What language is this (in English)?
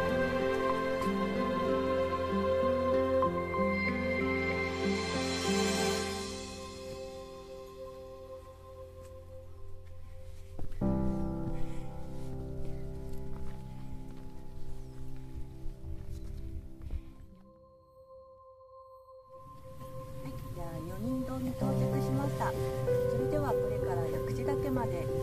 Japanese